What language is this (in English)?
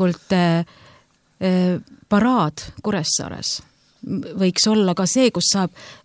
Estonian